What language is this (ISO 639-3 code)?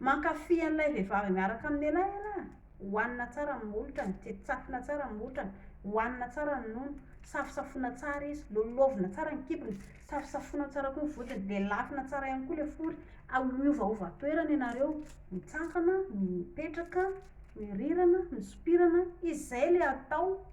mlg